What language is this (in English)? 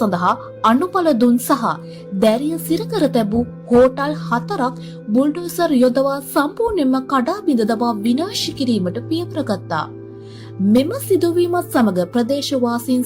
Sinhala